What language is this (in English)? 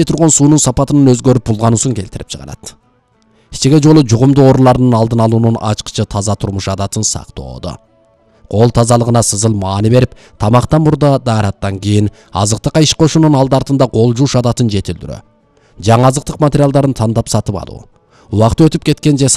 Kyrgyz